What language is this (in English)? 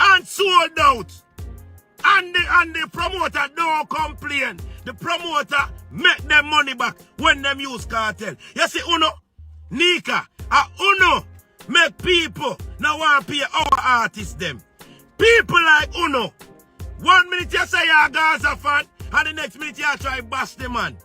Jamaican Creole English